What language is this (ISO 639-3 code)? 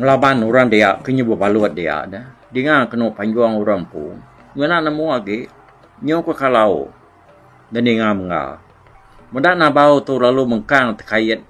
iba